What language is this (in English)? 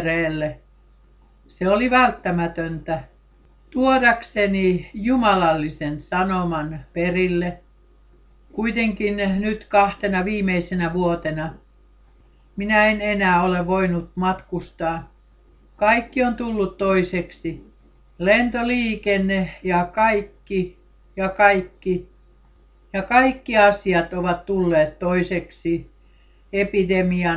Finnish